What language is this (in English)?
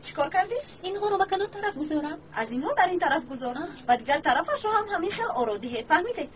Tajik